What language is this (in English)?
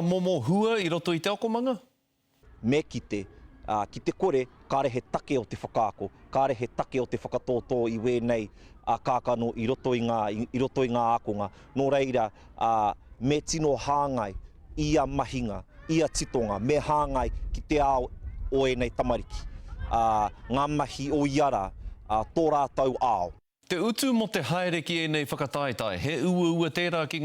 Māori